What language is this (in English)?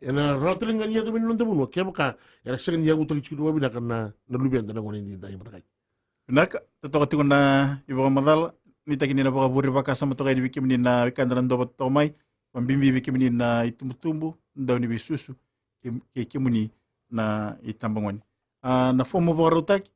Fijian